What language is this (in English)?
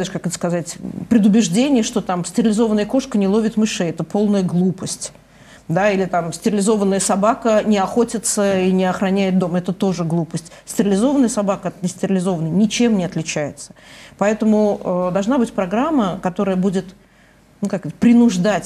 Russian